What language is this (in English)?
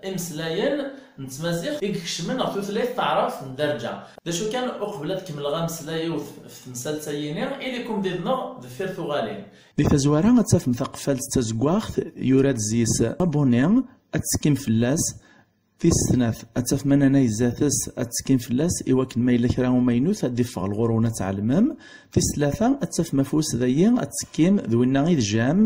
Kabyle